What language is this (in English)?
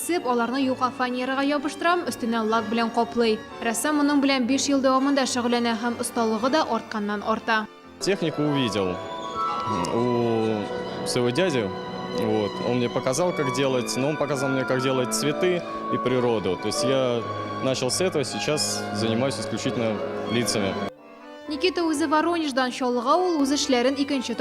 Tatar